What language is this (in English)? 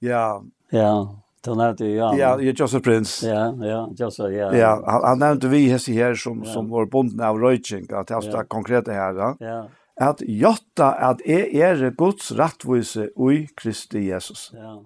Faroese